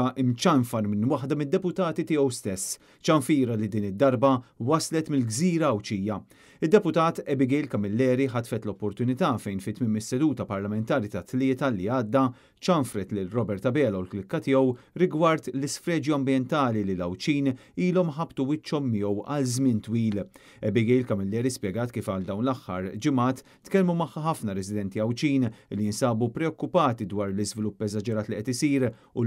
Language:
Maltese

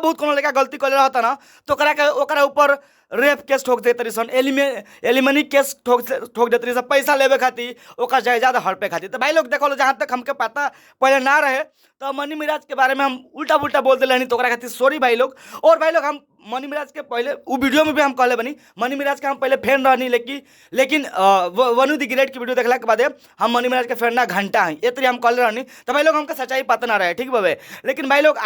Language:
Bhojpuri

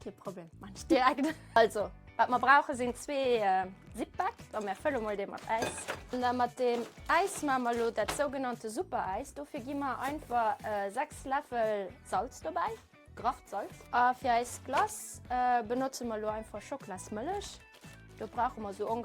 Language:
Luxembourgish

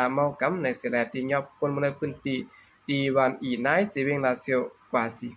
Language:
Shan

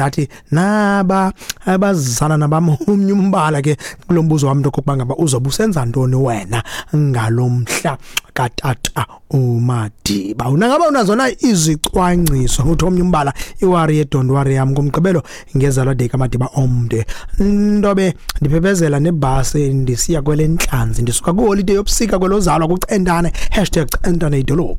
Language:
Xhosa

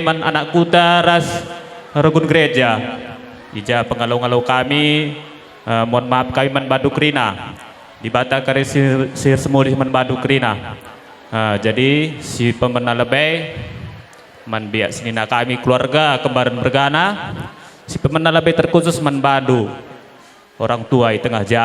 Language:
Batak Karo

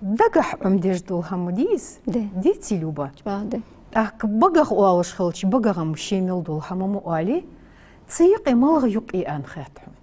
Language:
Ingush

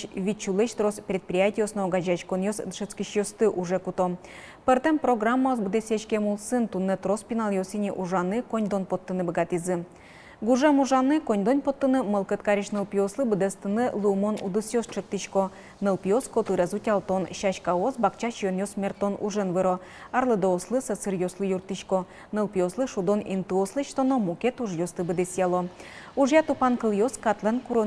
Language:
Udmurt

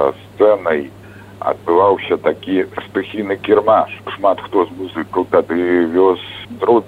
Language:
Belarusian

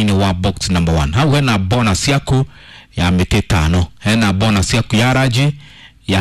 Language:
Kikuyu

